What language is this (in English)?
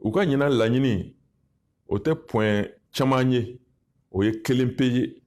Bambara